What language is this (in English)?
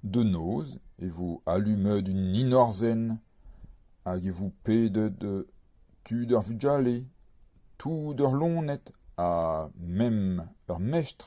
Breton